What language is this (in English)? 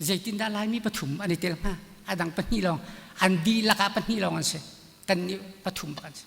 Hakha Chin